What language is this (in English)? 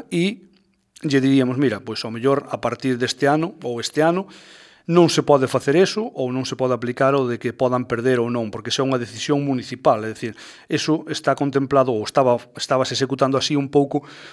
Galician